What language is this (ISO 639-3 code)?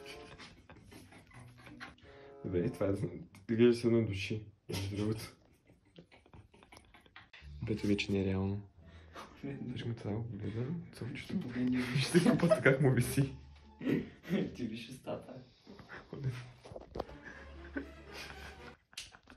bul